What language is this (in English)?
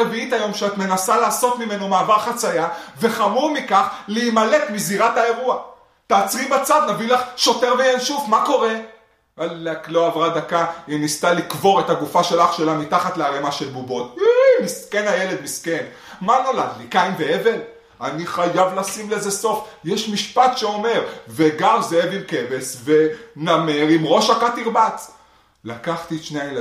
Hebrew